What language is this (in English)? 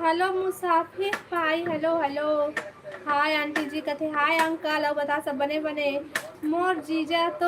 Chhattisgarhi